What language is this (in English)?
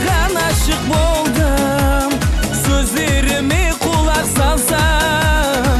Kara-Kalpak